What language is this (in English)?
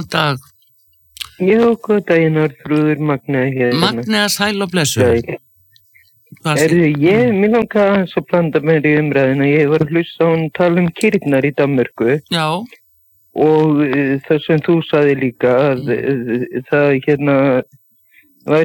Icelandic